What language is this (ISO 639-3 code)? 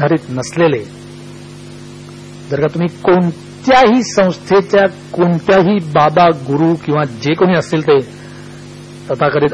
mar